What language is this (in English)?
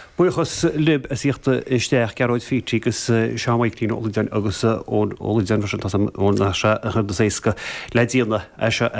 Irish